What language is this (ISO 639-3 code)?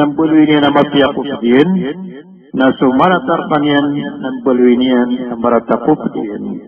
mrw